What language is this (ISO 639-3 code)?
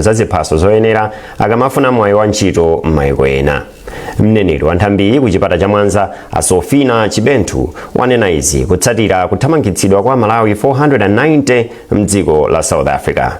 nya